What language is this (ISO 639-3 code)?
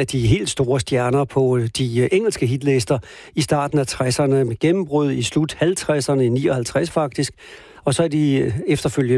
dan